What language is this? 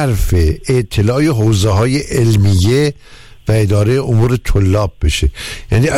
Persian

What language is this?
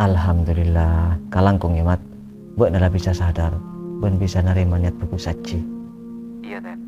Madurese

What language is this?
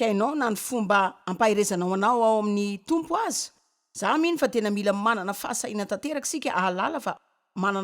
Malagasy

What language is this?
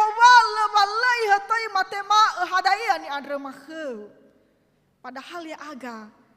Nias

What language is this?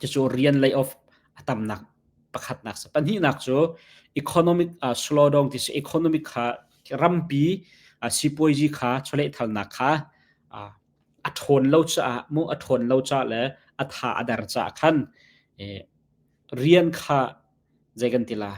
Hakha Chin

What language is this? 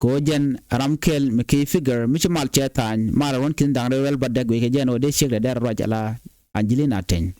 Nuer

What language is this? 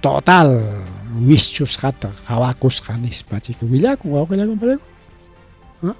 Ayacucho Quechua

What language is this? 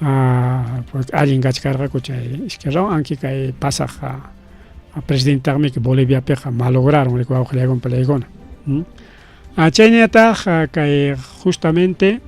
Ayacucho Quechua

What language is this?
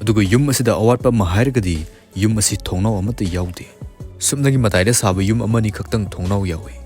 Manipuri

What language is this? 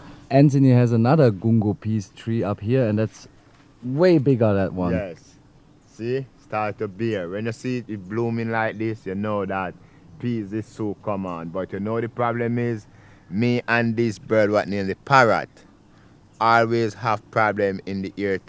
Jamaican Creole English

